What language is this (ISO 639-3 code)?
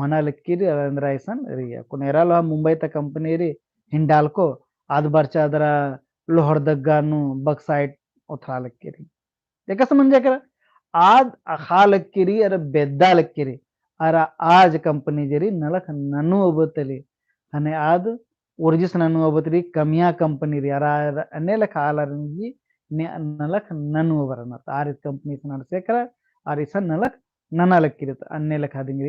kru